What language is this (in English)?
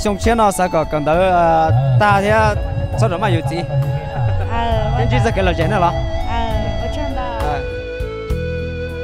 Vietnamese